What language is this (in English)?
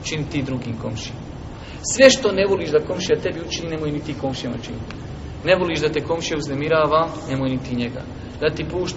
Bosnian